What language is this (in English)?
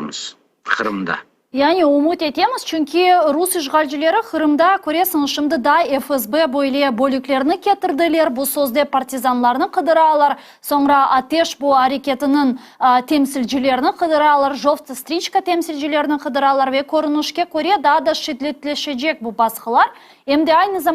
Crimean Tatar